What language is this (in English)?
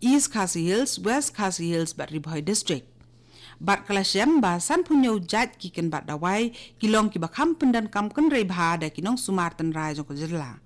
Khasi